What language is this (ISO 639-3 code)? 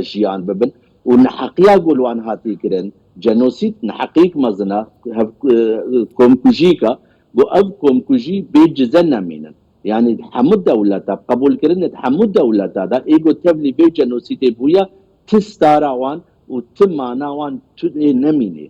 kur